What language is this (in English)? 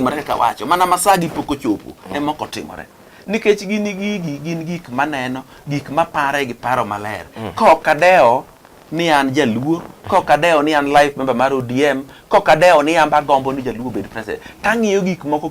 Luo (Kenya and Tanzania)